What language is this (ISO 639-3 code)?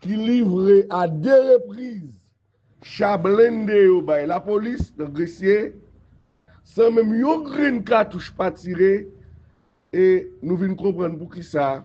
hat